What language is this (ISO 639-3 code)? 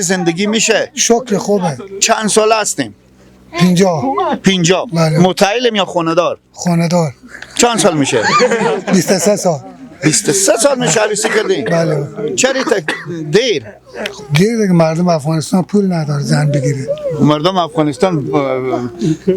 fas